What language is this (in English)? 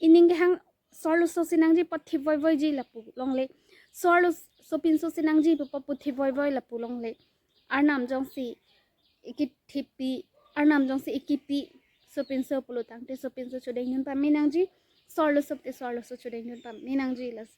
Karbi